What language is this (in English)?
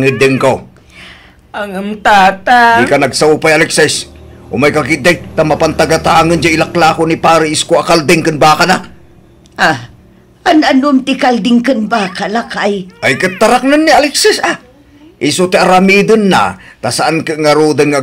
Iloko